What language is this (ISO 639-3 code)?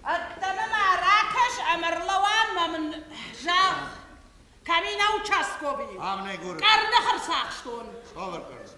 oss